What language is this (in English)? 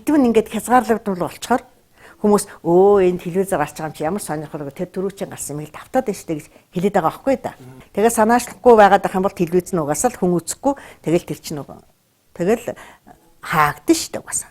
Mongolian